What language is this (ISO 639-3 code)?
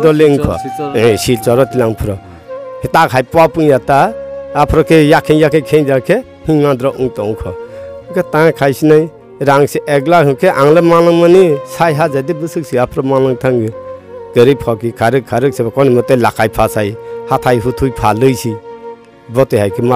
trp